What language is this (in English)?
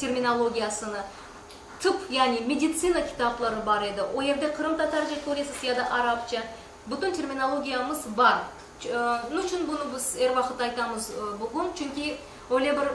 Crimean Tatar